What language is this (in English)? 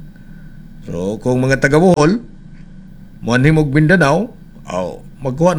Cebuano